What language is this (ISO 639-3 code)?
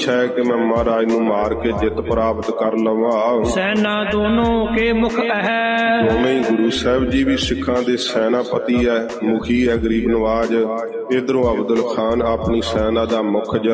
pan